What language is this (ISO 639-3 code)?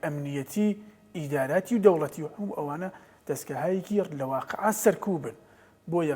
ckb